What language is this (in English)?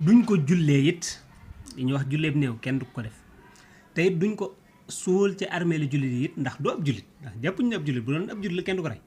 Wolof